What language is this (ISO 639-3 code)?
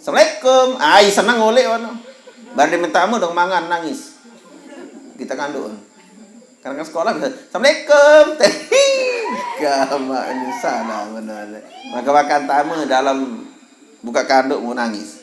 sas